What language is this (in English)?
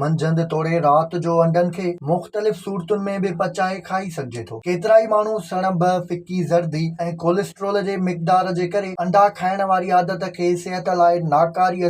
Sindhi